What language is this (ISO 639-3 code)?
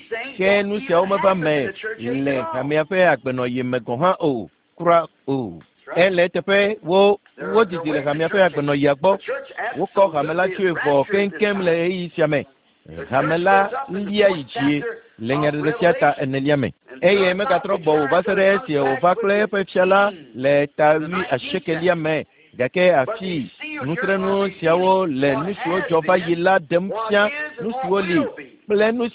ewe